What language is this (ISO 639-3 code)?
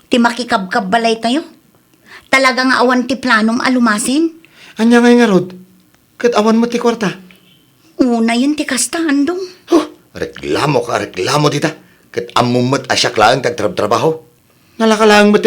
ilo